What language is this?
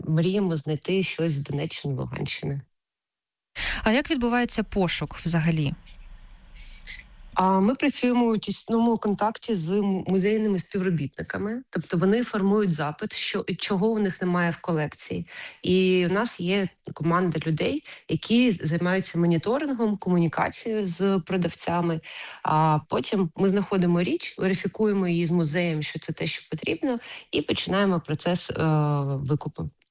Ukrainian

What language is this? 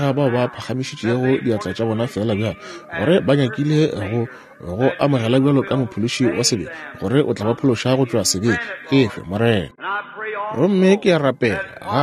Northern Sotho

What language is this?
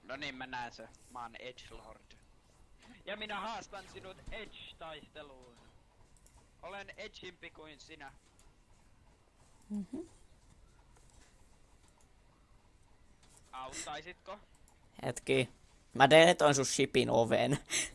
Finnish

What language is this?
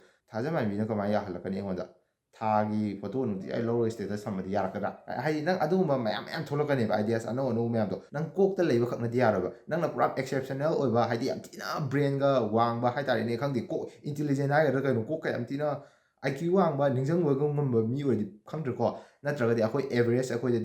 Manipuri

